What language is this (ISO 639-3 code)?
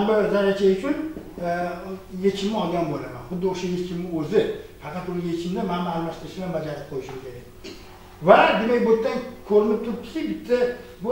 uzb